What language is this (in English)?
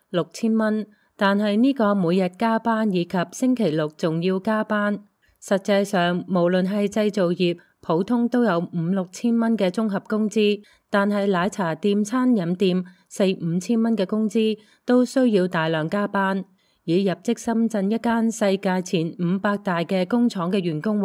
Cantonese